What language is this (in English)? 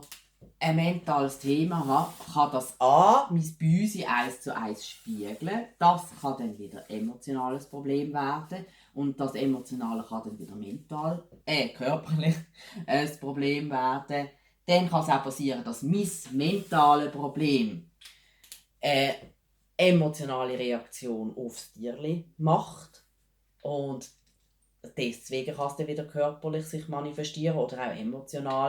Swiss German